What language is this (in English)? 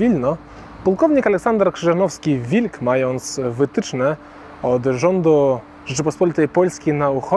Polish